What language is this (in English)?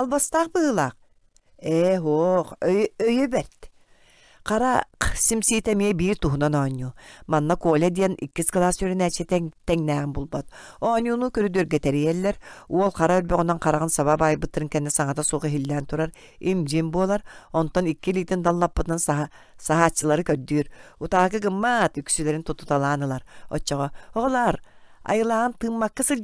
Yakut